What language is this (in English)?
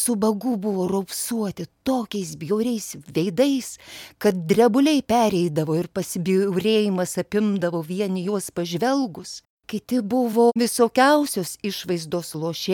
Lithuanian